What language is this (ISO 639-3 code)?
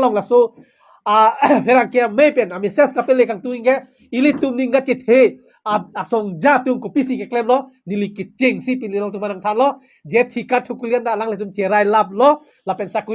mjw